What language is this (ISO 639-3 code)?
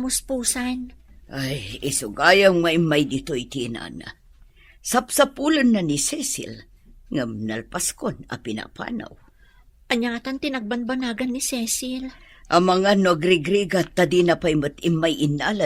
ilo